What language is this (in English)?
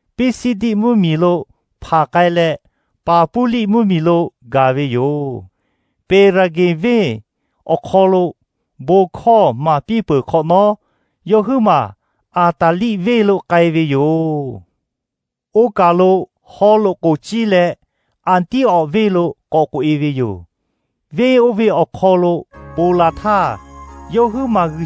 Lahu